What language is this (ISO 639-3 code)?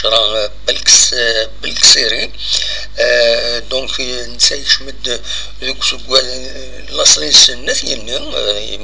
kab